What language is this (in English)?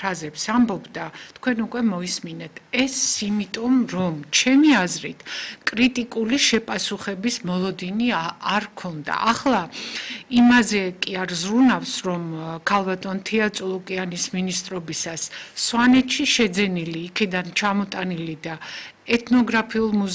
Georgian